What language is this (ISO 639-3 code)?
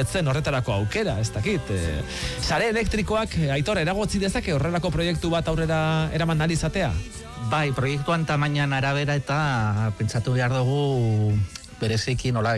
eus